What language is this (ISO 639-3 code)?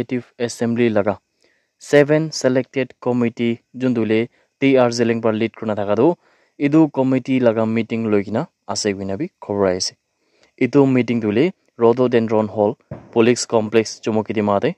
nag